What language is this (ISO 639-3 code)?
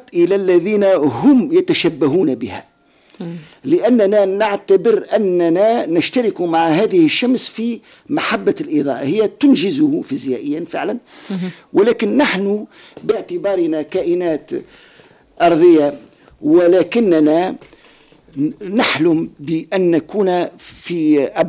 aeb